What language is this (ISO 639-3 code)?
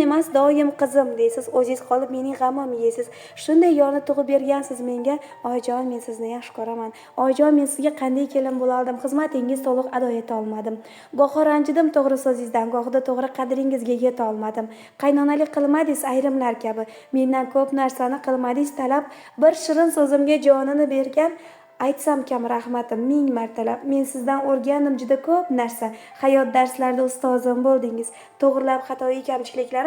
uzb